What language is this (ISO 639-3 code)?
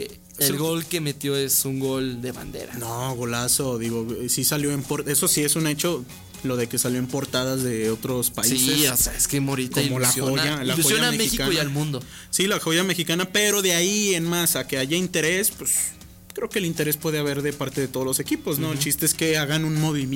spa